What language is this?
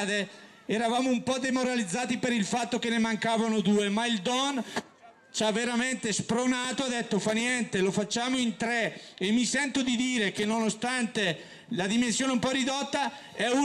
Italian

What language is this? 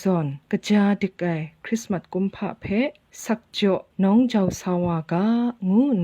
Kachin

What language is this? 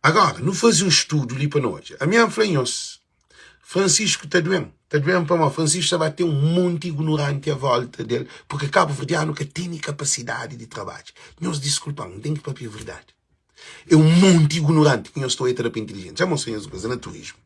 Kabuverdianu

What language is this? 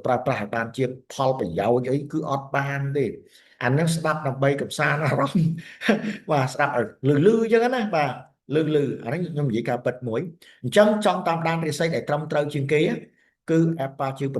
Khmer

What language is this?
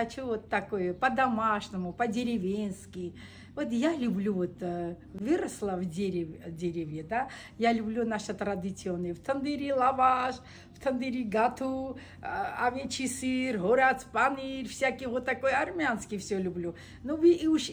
Russian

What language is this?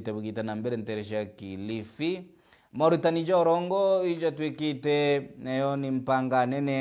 Meru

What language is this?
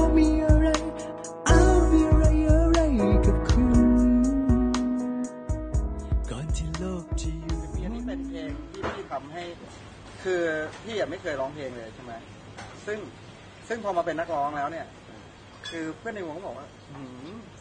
Thai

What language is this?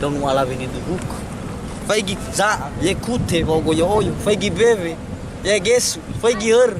Nias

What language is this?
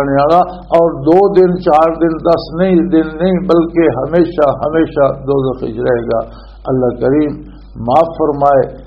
Western Panjabi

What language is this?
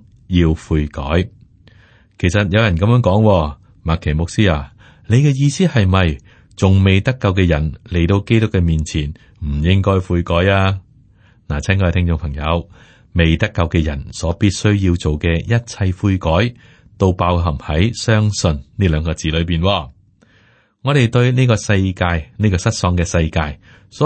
Cantonese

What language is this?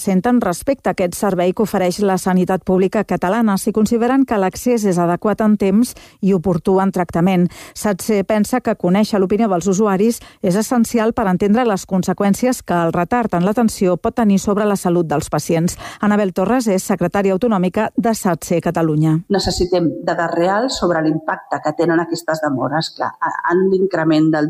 Catalan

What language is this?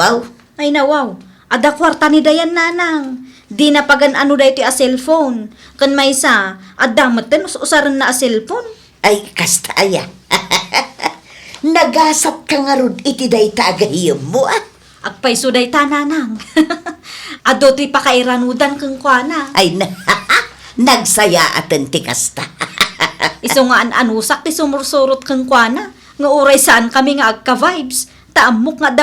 Iloko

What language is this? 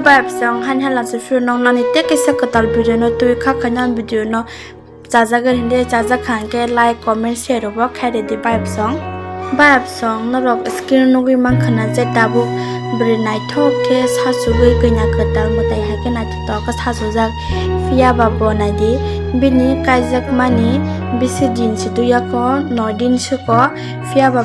Kok Borok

